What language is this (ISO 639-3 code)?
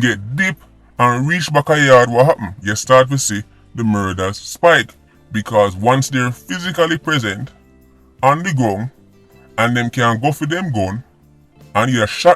jam